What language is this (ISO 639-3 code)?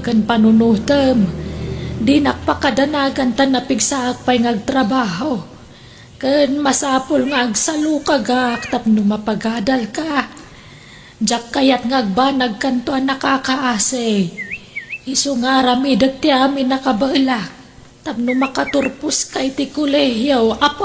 ilo